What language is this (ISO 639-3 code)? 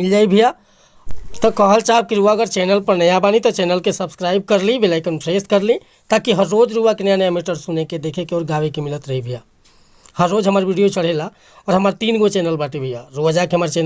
bho